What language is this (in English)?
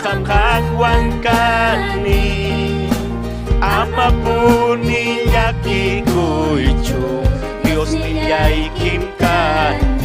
Ayacucho Quechua